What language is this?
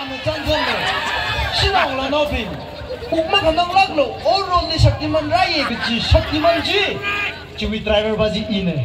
Tangkhul Naga (India)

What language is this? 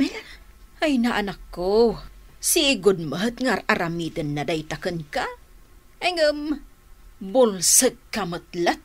Iloko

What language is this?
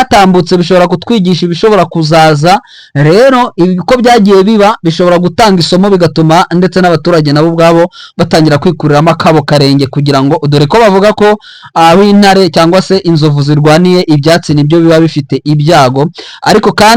Kinyarwanda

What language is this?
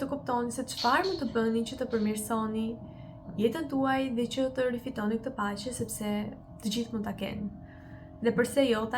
Albanian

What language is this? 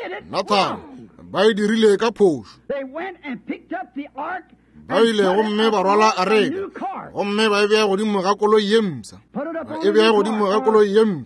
Northern Sotho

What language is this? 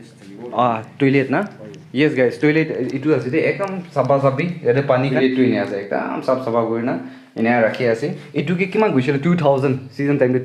Naga Pidgin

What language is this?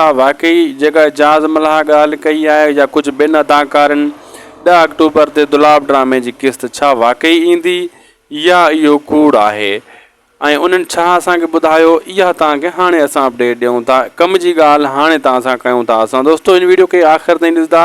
Sindhi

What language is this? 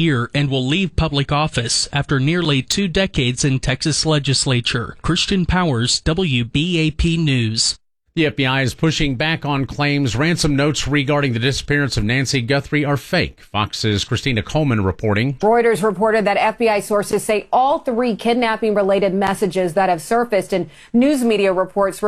English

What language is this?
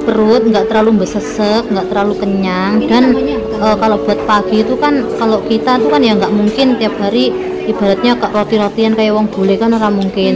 Indonesian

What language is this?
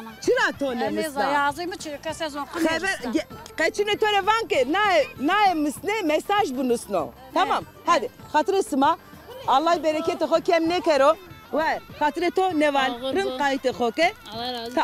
Zaza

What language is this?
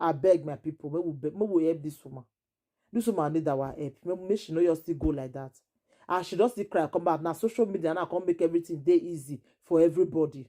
Nigerian Pidgin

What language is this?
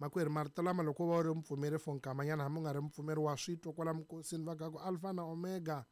Tsonga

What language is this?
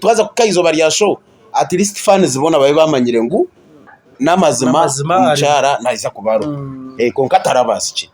Nyankole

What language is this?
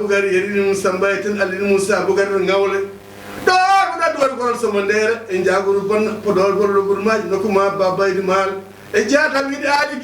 Fula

